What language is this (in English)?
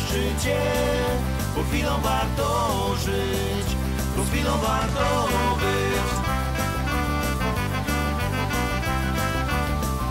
Polish